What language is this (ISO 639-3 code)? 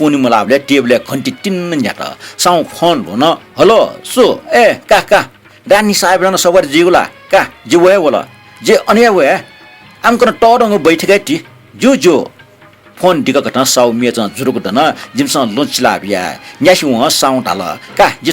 new